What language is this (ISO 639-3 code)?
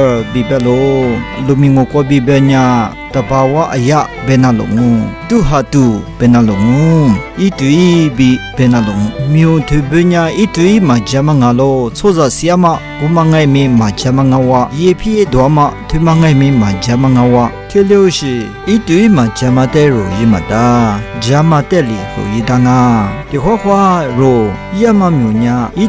lis